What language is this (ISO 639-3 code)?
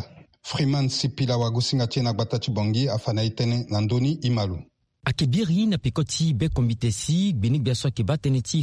sag